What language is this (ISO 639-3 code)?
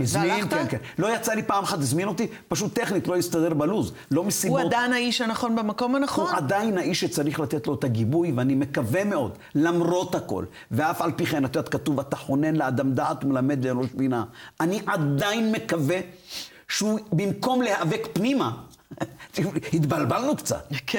heb